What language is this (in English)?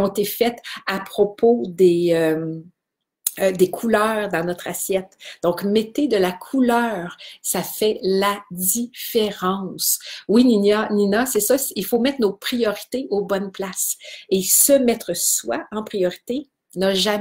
French